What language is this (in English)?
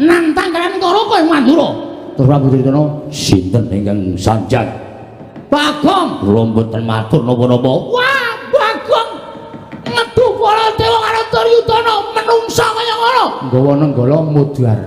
Javanese